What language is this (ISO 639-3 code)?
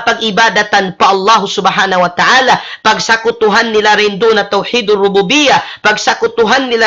tsg